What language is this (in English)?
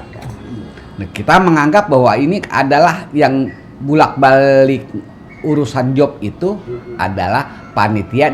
Betawi